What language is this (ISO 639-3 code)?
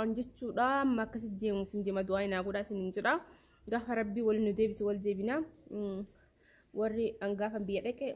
orm